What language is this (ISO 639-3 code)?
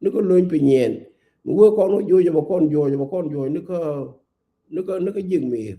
nus